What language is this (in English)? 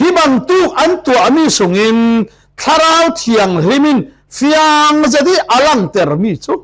Falam Chin